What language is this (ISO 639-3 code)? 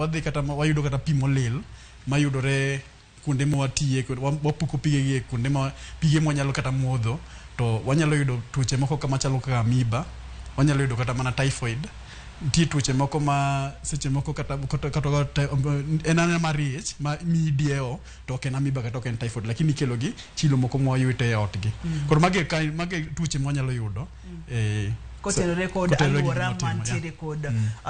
luo